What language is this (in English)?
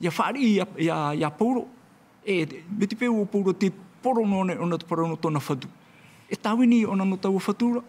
Tahitian